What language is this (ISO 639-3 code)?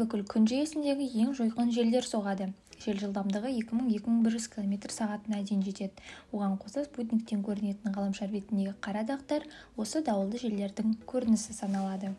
kaz